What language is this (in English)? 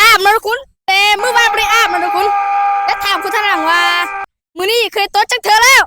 Lao